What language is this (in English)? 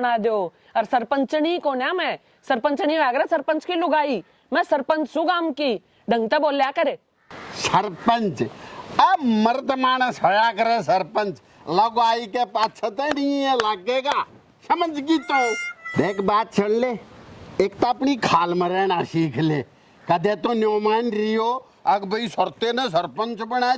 Haryanvi